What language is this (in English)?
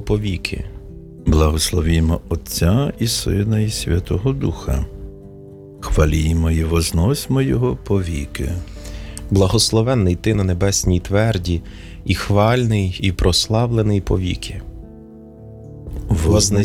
Ukrainian